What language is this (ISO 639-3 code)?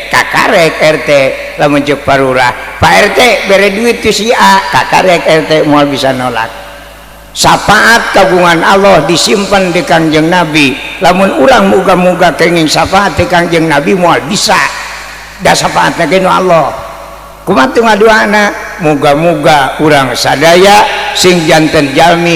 sun